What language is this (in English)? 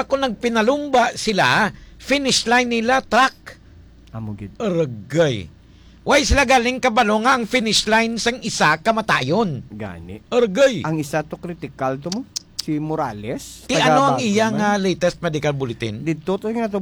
Hiligaynon